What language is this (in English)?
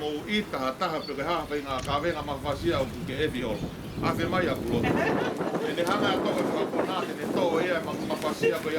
Tongan